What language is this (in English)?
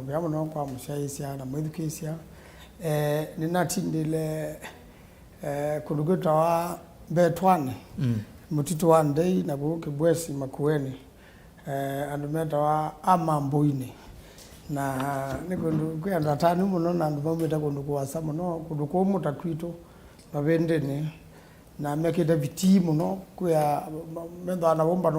Kamba